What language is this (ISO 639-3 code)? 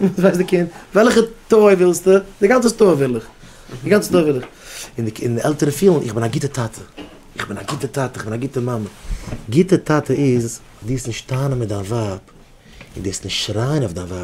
yid